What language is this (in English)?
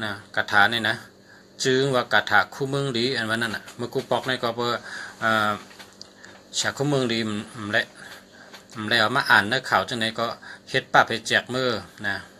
Shan